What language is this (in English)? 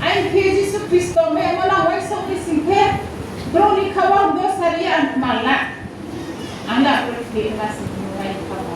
Riang (India)